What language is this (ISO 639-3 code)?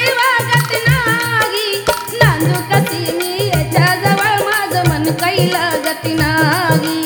mar